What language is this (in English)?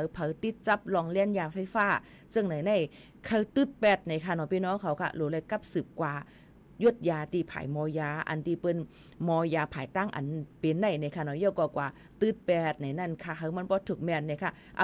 Shan